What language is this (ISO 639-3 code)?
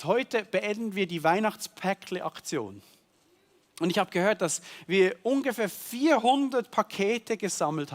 gsw